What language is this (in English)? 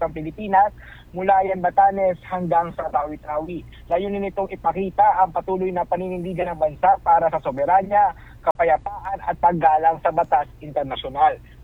Filipino